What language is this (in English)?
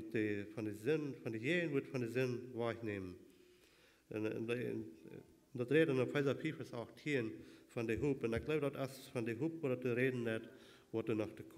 Plautdietsch